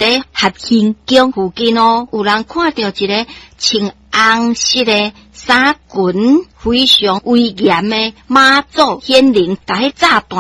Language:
Min Nan Chinese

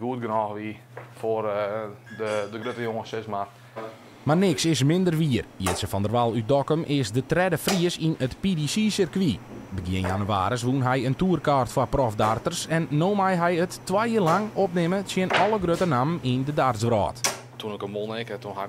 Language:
Western Frisian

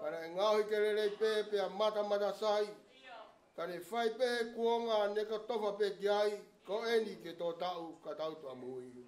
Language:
Tongan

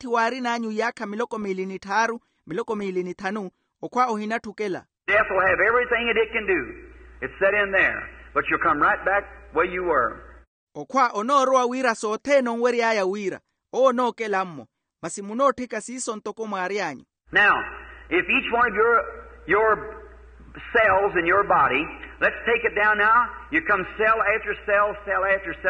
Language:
Makhuwa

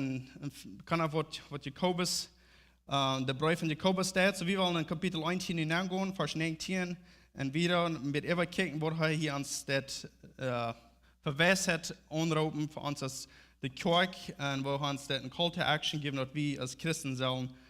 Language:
Plautdietsch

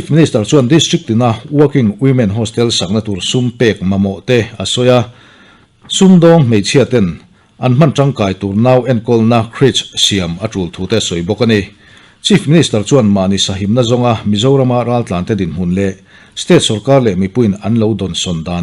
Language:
Mizo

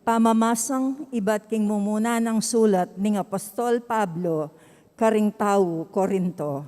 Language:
Pampanga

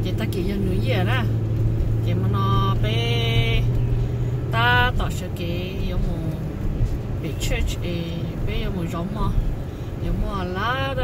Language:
Hmong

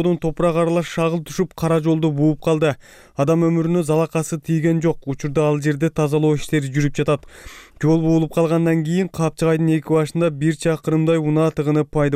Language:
Kyrgyz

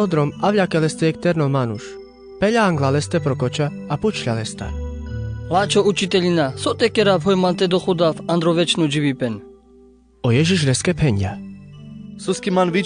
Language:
Carpathian Romani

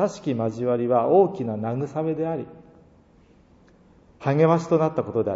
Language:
Japanese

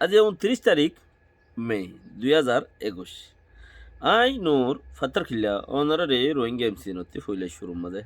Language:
Rohingya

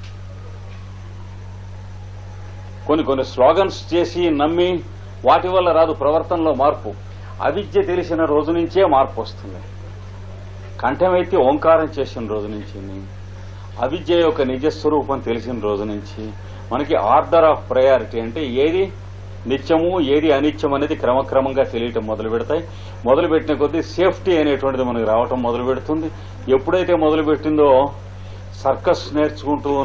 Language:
Telugu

